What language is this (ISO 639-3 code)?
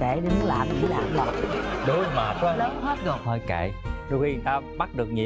vie